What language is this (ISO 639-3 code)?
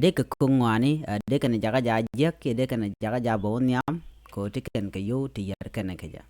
nus